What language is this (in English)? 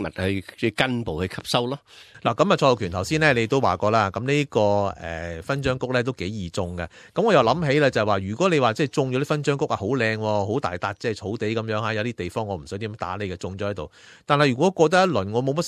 Cantonese